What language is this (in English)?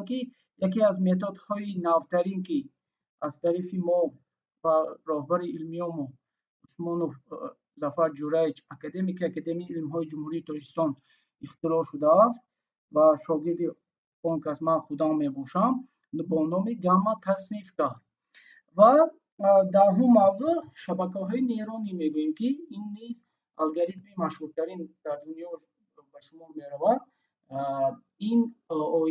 Tajik